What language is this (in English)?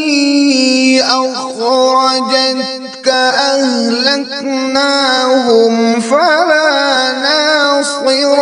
Kashmiri